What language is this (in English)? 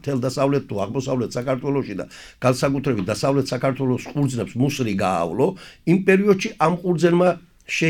Georgian